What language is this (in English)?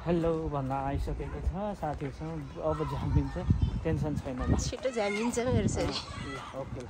Nepali